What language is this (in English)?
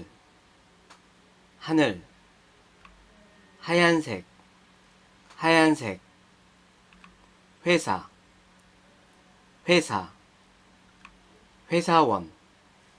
Korean